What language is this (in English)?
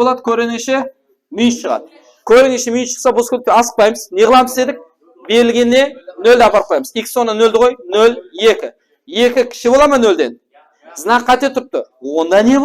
Kara-Kalpak